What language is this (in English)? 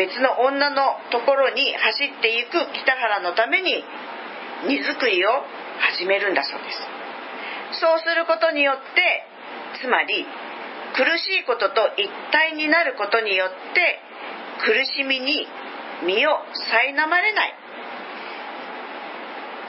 Japanese